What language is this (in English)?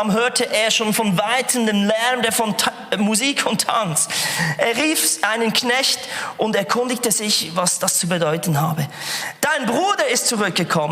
Swiss German